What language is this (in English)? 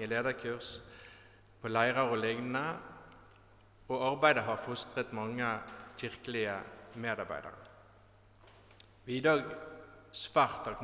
Norwegian